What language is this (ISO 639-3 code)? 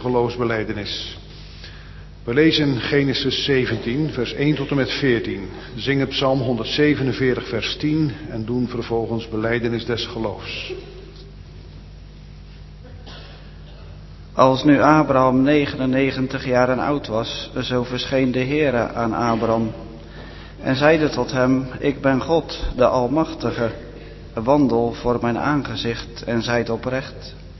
nld